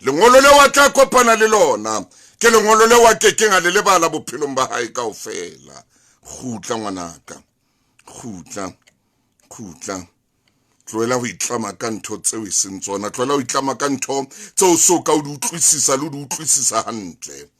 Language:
Southern Sotho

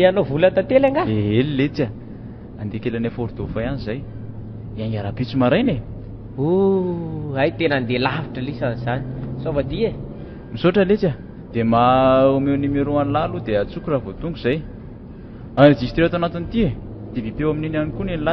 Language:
Malagasy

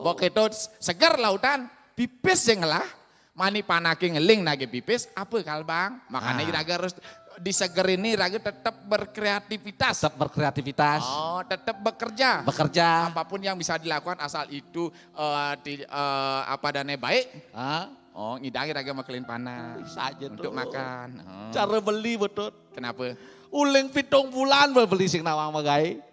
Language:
Balinese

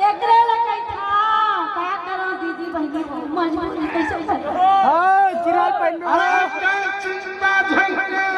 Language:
Chhattisgarhi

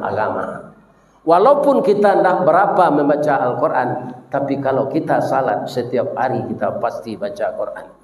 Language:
Minangkabau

